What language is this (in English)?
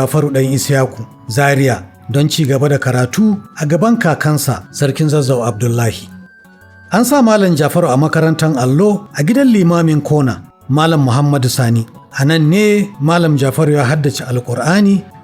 Hausa